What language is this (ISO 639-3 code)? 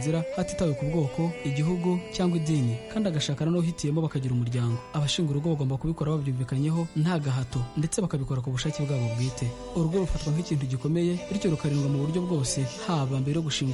kin